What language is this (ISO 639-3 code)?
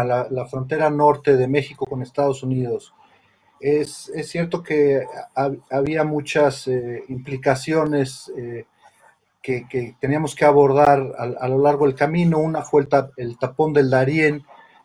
spa